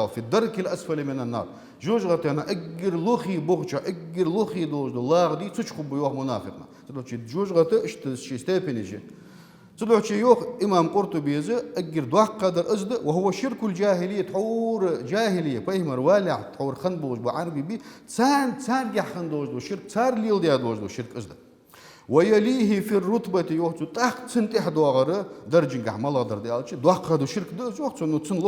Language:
Ingush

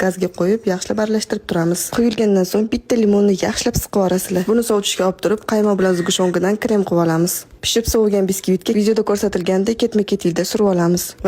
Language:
Uzbek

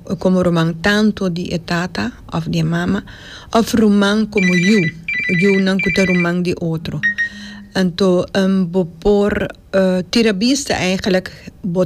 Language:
Papiamento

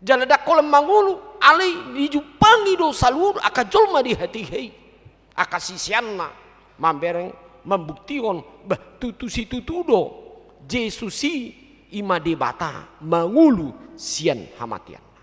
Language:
Batak Toba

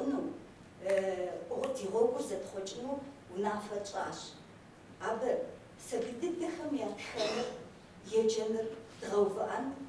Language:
Kabardian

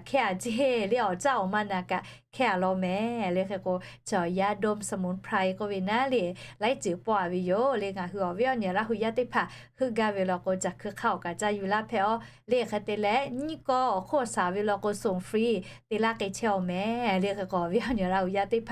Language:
Lahu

